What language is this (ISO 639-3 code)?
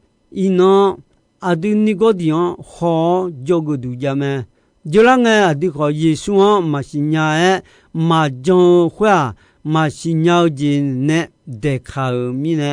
ahk